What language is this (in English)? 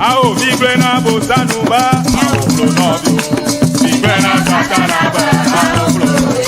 Ewe